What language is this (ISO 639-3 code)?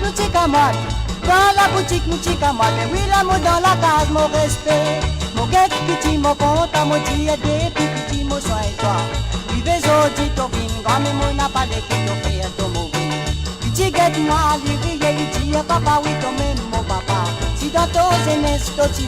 mfe